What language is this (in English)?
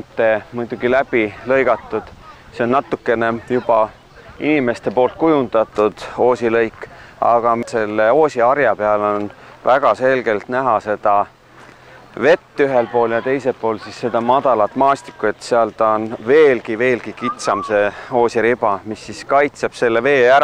Estonian